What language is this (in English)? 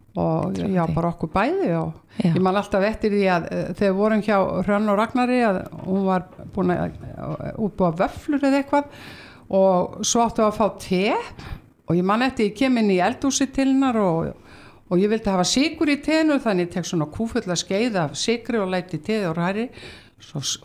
Icelandic